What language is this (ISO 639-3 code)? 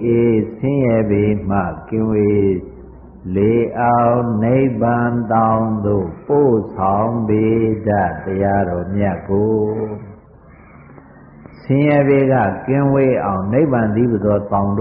mya